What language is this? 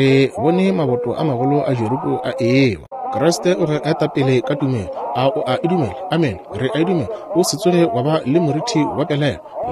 Northern Sotho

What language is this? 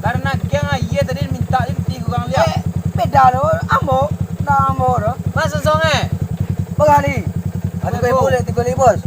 Minangkabau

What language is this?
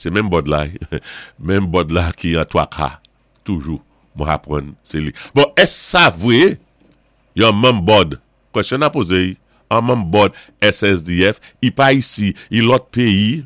Saint Lucian Creole French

